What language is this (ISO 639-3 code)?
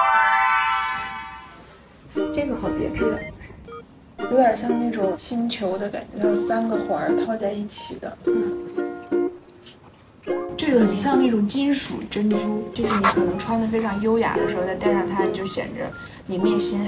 zho